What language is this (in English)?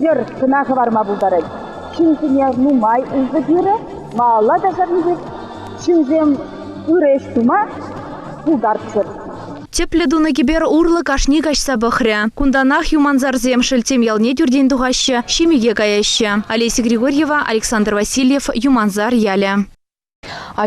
Chuvash